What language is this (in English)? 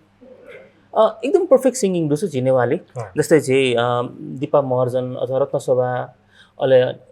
Newari